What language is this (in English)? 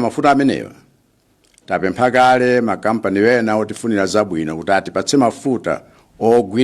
Nyanja